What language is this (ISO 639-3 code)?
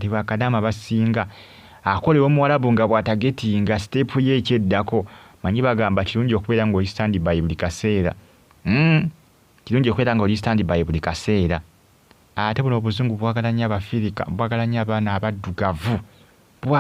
lug